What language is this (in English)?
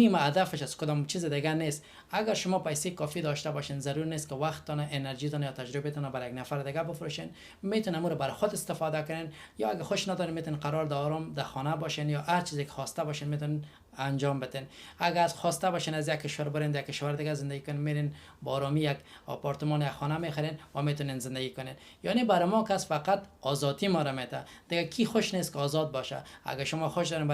Persian